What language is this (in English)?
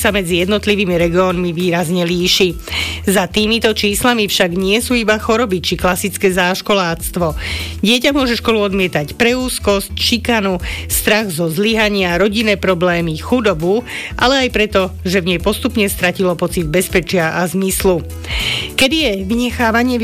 Slovak